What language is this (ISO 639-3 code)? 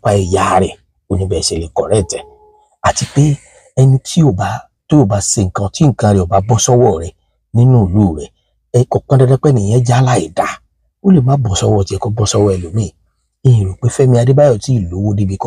yor